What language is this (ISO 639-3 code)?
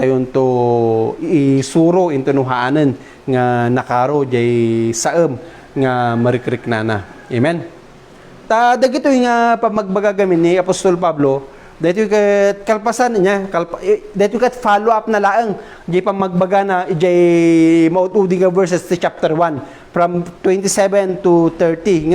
ilo